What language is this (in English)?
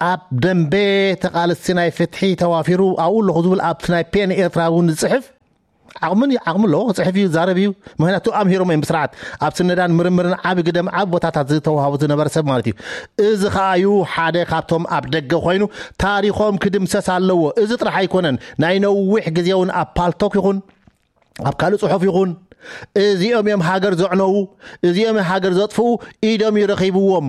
Tigrinya